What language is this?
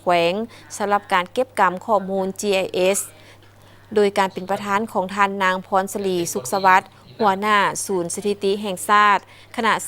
Lao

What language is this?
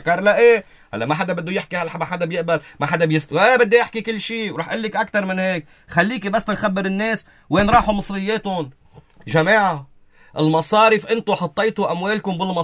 North Levantine Arabic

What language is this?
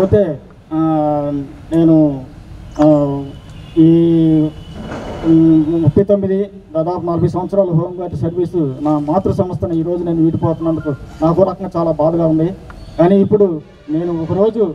Telugu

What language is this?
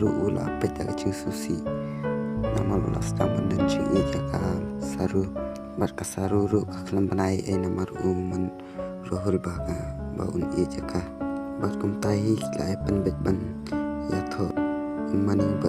Khasi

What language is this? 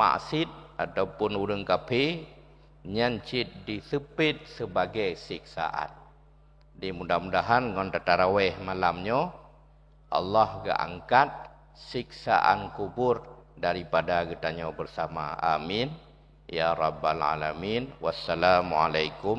Achinese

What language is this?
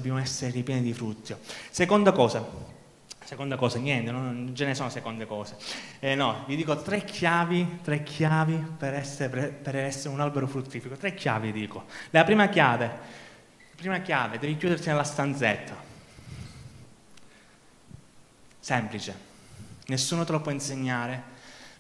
Italian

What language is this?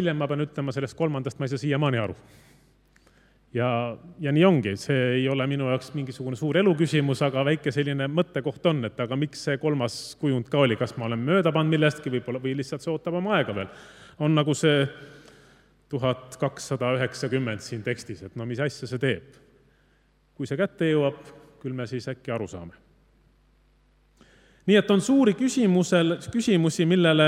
Estonian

